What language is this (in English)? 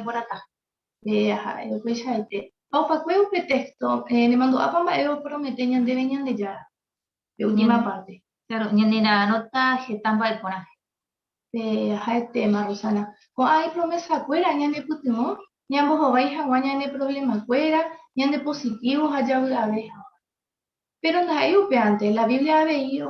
Guarani